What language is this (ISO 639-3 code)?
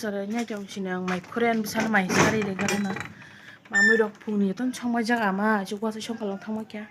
trp